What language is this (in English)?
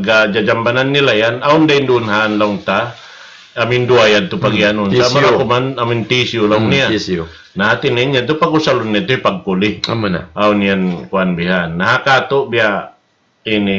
Tausug